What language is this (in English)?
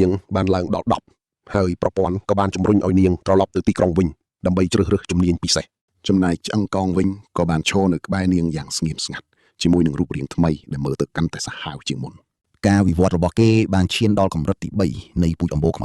Khmer